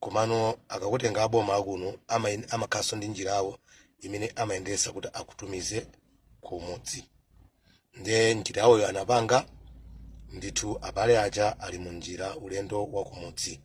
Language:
Nyanja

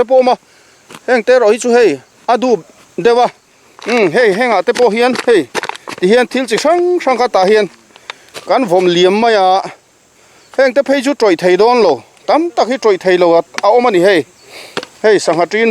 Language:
Mizo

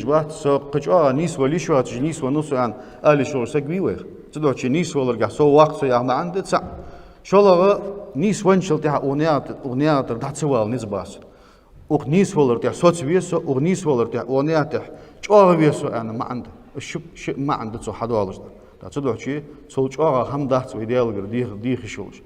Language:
Ingush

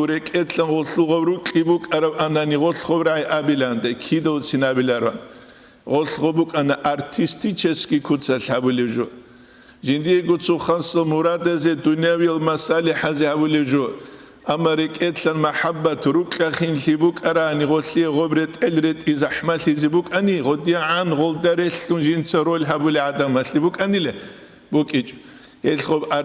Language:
Avaric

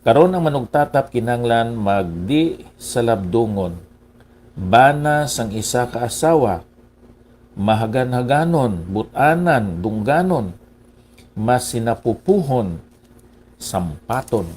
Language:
Hiligaynon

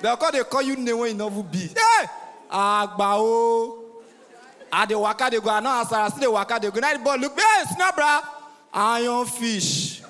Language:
Nigerian Pidgin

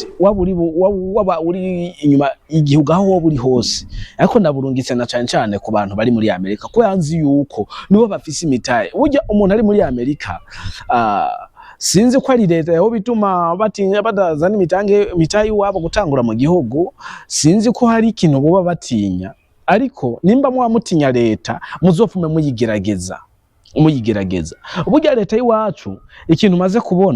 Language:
Rundi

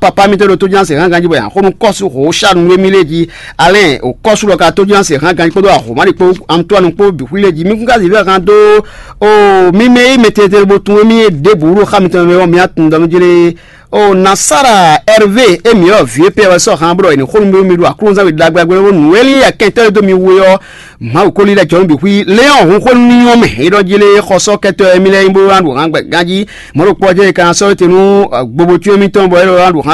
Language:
Fon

